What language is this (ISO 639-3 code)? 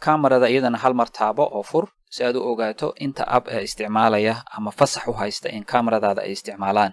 som